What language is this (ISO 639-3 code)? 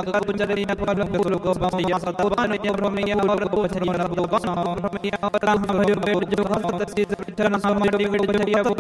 hin